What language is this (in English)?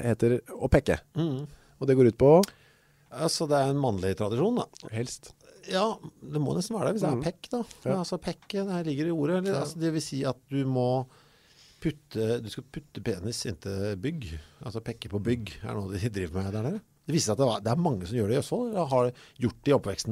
Norwegian